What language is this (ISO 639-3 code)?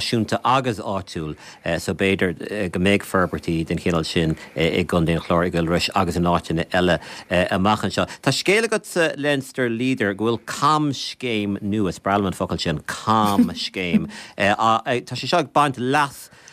gle